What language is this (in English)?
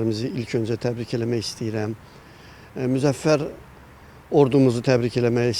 Azerbaijani